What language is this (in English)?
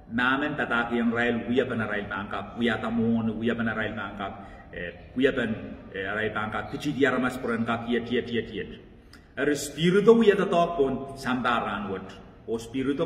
Pohnpeian